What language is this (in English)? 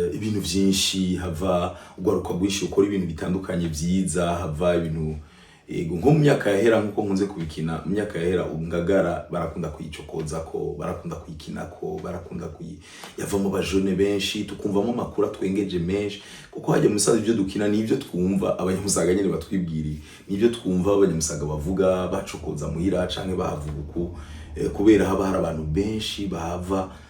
Rundi